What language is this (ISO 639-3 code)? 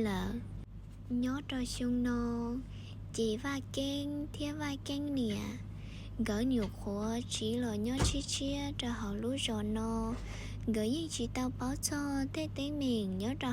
hmn